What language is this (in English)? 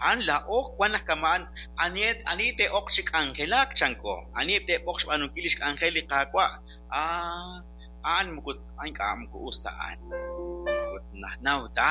Kekchí